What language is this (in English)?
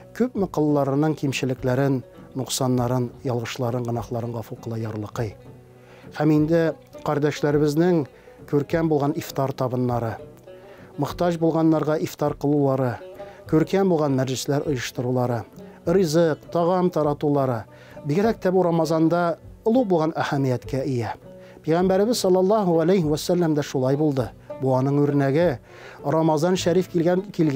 Tatar